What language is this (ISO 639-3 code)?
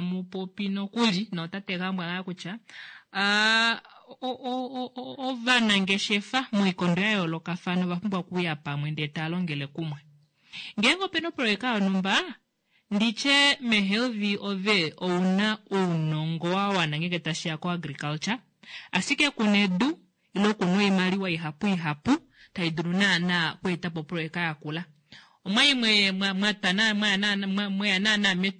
kua